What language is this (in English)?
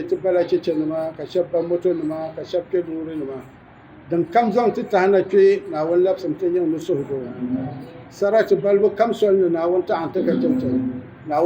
Dagbani